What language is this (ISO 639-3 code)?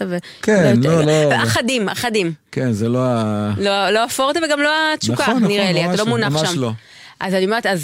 heb